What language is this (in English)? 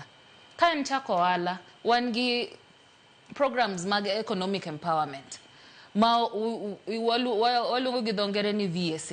Luo (Kenya and Tanzania)